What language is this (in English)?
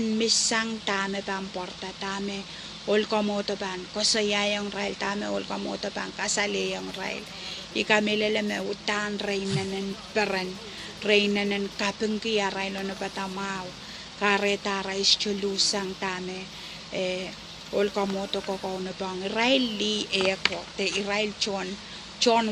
Pohnpeian